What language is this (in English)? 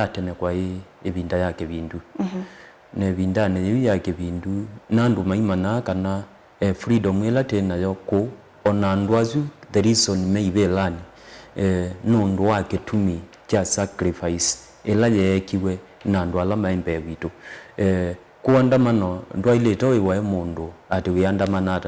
Kamba